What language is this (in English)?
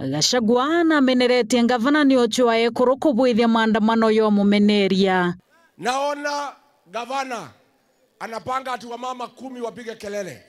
Meru